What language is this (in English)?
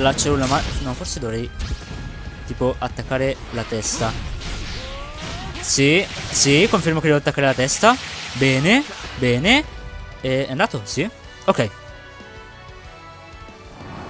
Italian